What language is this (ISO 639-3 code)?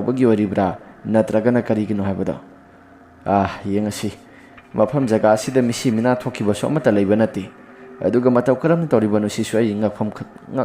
mni